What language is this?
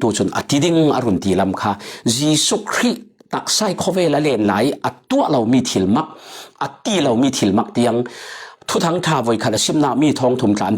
Falam Chin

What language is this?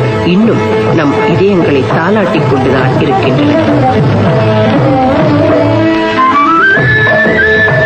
Tamil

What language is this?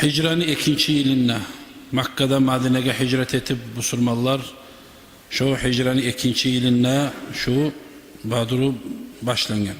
Kumyk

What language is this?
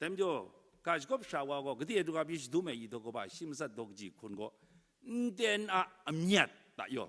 Kachin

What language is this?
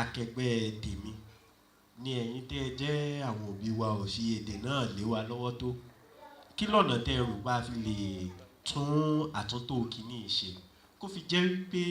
Yoruba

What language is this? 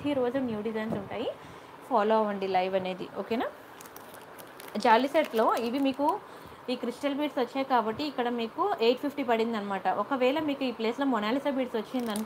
Telugu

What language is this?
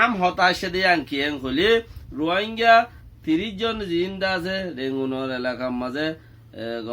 Rohingya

